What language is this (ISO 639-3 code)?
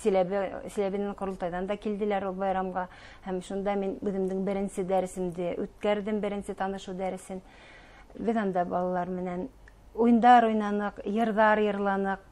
bak